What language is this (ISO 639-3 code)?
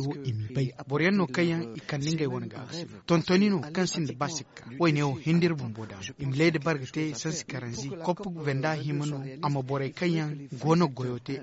dje